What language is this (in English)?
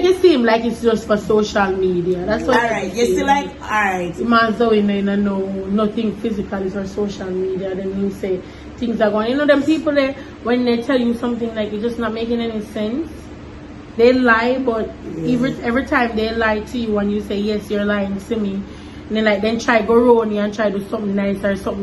Jamaican Creole English